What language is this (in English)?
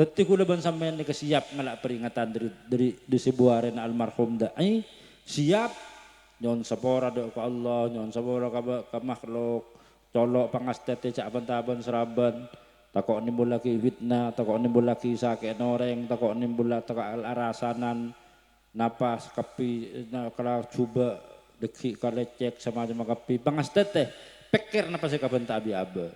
Madurese